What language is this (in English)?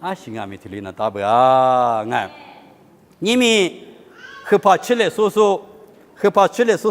Lisu